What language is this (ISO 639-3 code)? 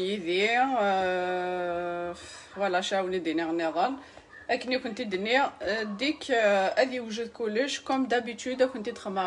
kab